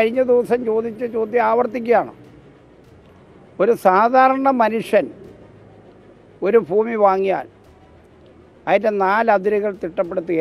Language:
Malayalam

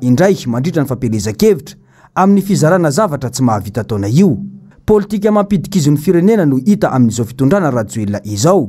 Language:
Malagasy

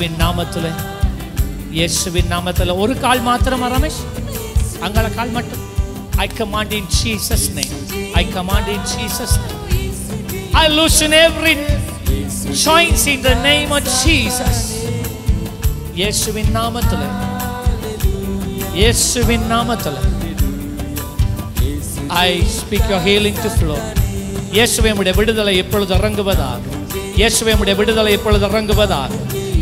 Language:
Tamil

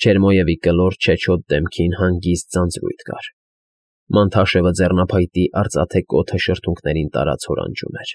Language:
Armenian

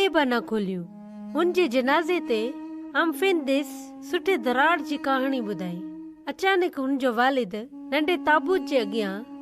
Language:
Sindhi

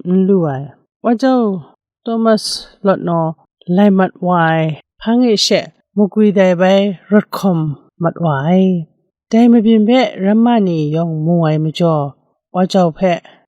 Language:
Kachin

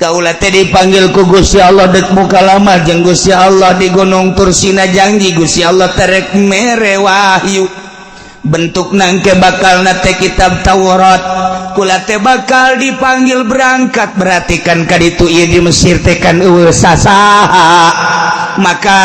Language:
Sundanese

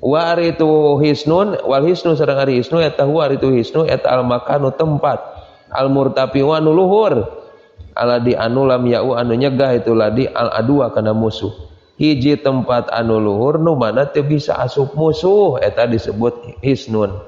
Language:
Sundanese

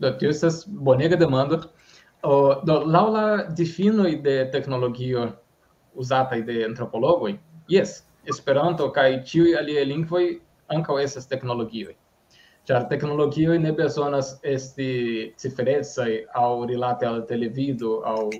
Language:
Esperanto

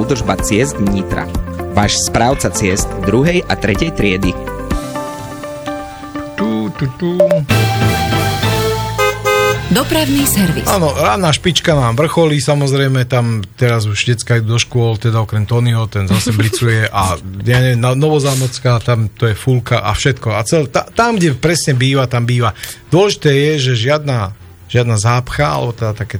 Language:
Slovak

